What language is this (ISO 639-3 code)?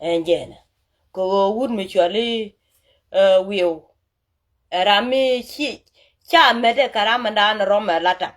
nus